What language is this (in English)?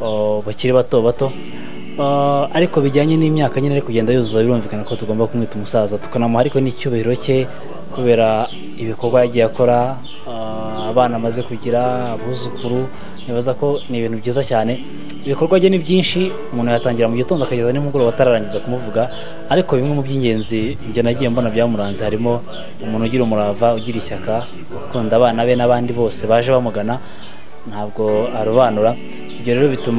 Kinyarwanda